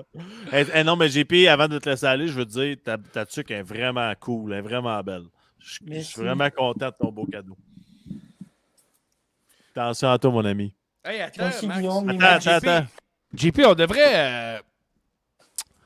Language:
French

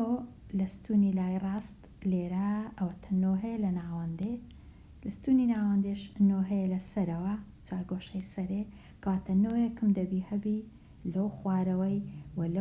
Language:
Central Kurdish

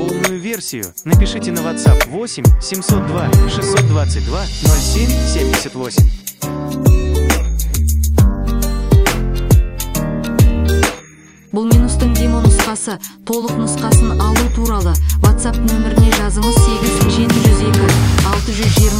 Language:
Kazakh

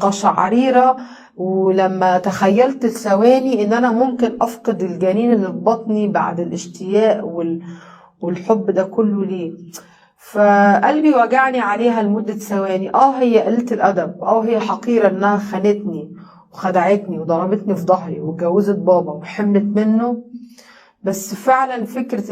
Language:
Egyptian Arabic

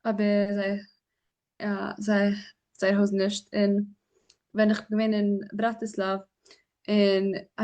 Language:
Yiddish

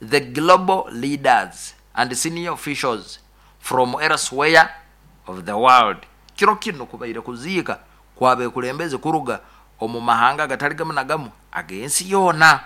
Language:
Nyoro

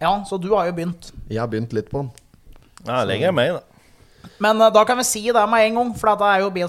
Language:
Norwegian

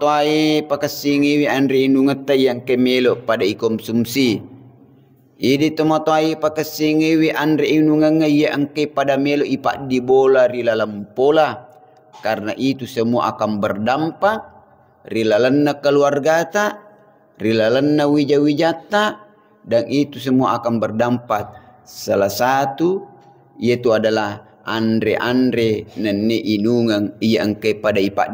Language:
Buginese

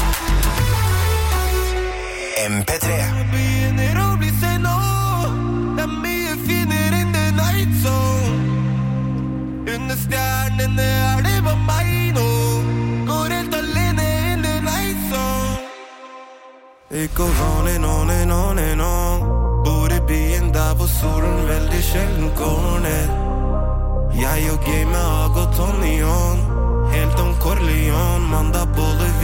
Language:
Norwegian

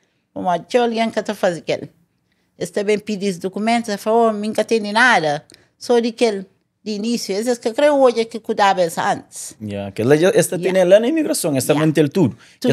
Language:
Kabuverdianu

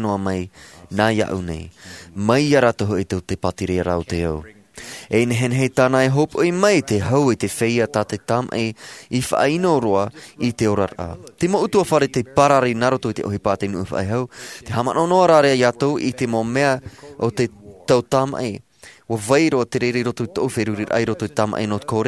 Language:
Tahitian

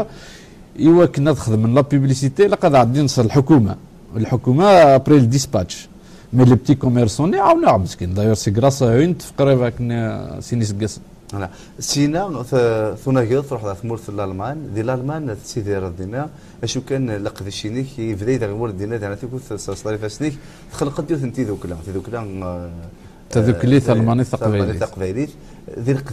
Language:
Kabyle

